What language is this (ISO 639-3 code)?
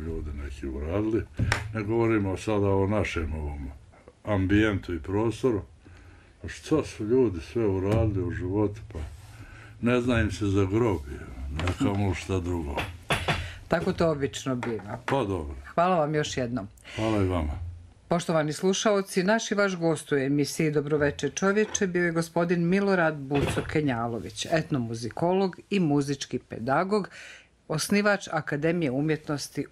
bos